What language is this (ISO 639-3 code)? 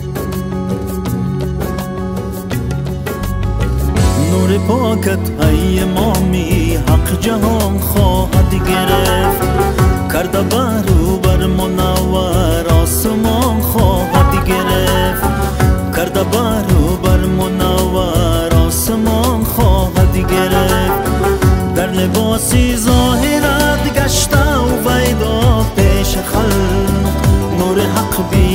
fas